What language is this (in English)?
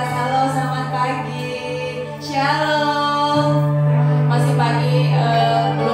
Indonesian